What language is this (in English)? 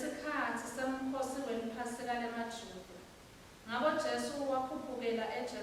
Swati